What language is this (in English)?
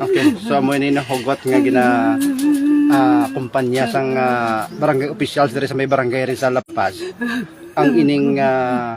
Hiligaynon